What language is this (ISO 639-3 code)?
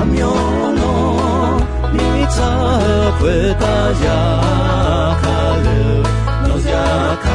ahk